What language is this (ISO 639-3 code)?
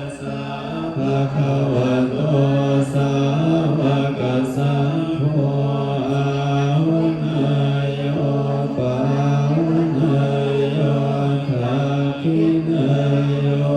pli